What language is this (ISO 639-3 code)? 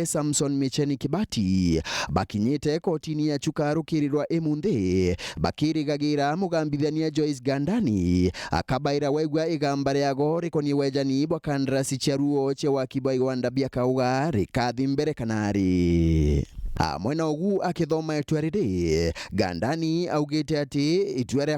mer